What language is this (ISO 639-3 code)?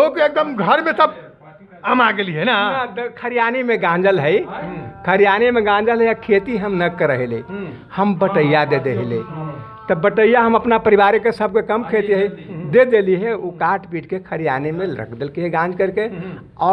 mag